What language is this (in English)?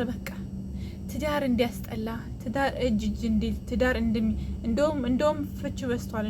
Amharic